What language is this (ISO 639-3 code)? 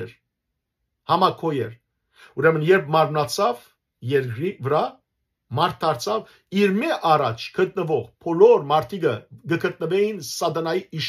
hyw